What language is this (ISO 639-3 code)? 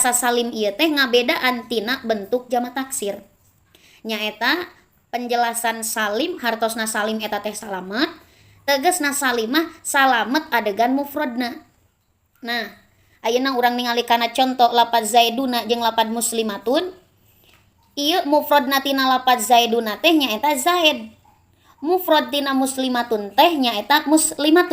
sun